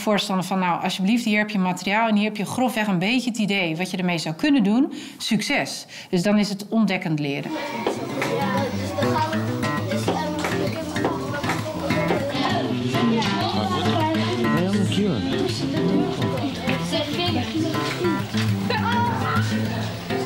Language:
Dutch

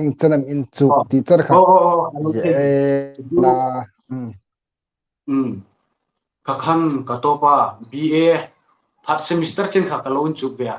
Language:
Hmar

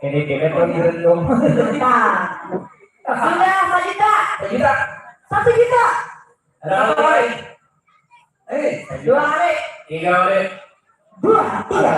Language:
Banjar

